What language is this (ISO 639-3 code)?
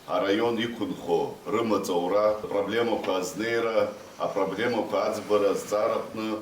abk